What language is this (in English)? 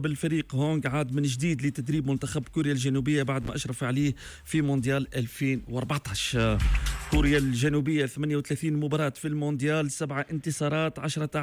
Tunisian Arabic